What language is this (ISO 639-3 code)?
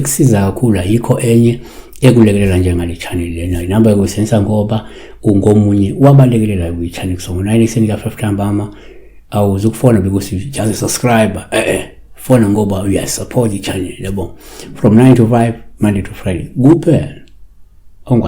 zul